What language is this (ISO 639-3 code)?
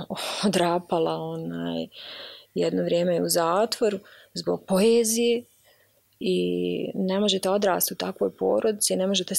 bos